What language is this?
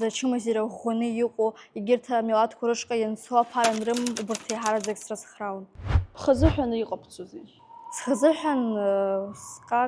Abkhazian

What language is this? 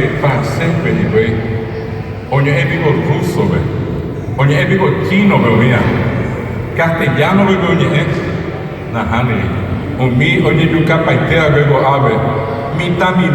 Guarani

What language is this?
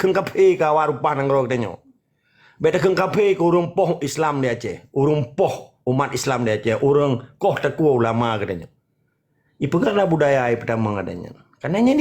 Achinese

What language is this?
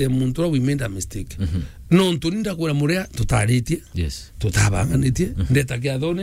Meru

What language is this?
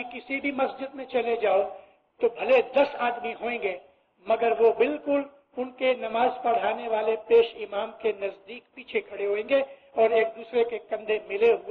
Urdu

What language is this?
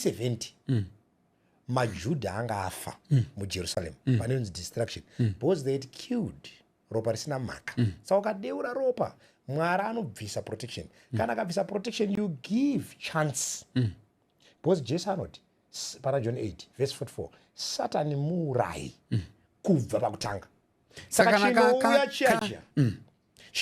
Shona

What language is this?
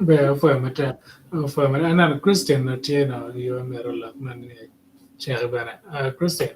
Acoli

